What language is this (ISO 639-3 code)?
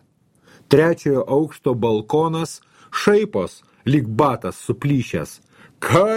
lit